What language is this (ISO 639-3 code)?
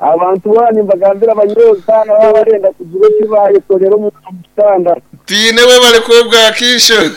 nyn